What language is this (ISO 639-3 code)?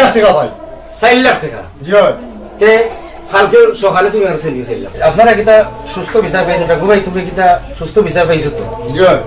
syl